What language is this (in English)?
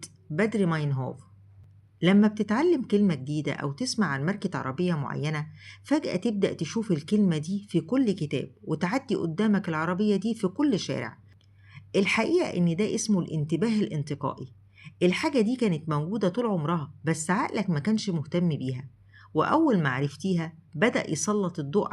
Egyptian Arabic